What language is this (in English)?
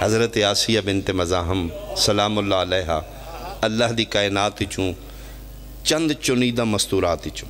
Pahari-Potwari